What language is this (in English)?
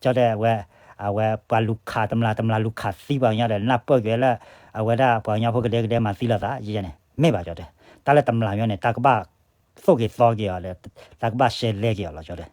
S'gaw Karen